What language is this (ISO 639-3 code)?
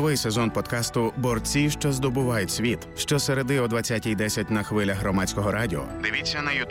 ukr